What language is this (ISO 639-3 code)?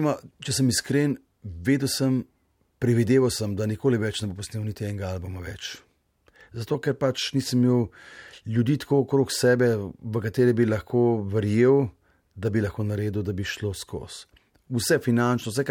slv